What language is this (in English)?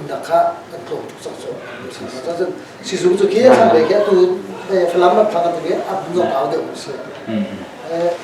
Hakha Chin